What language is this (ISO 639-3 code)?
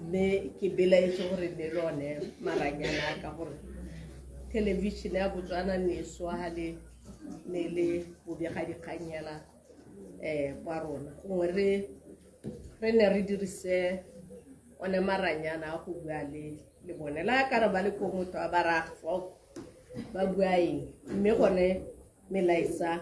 tsn